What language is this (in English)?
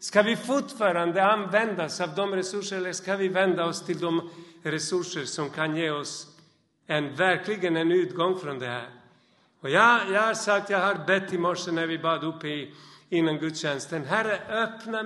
Swedish